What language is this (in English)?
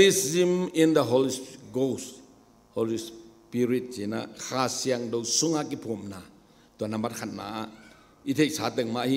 Tedim Chin